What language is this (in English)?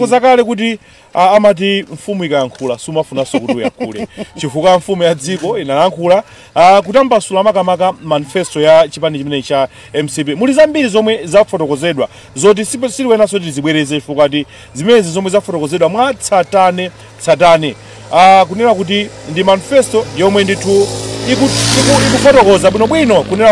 Nyanja